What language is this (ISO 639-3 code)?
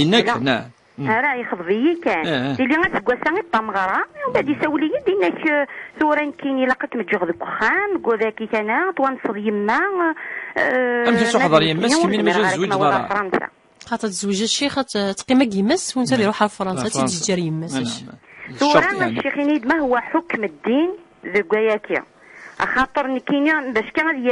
kab